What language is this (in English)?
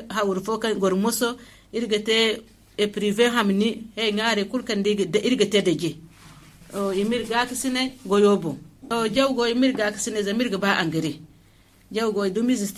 Zarma